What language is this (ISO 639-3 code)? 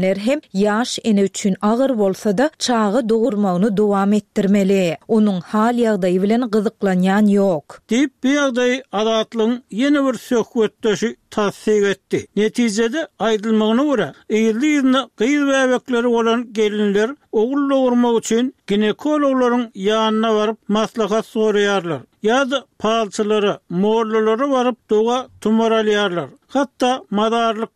tuk